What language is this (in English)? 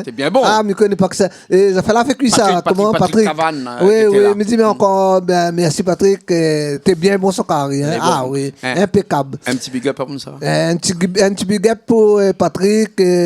Réunion Creole French